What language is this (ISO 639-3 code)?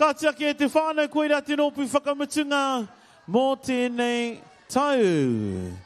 mri